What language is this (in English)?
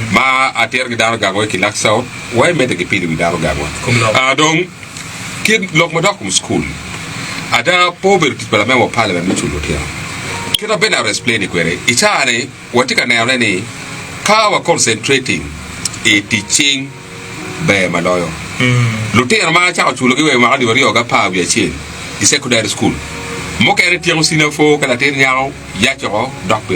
Acoli